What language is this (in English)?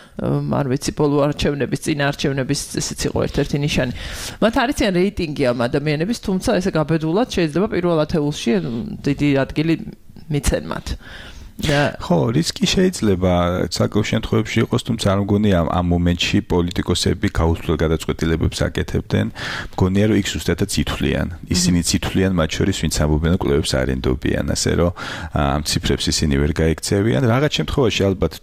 Georgian